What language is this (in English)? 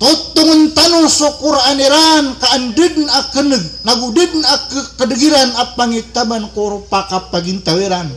Maranao